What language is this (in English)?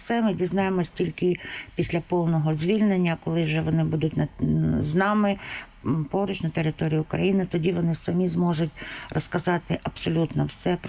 Ukrainian